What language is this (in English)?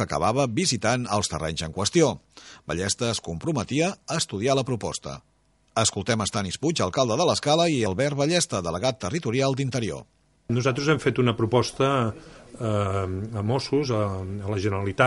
Catalan